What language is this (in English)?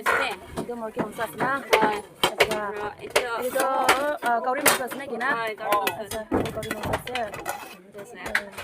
Naga Pidgin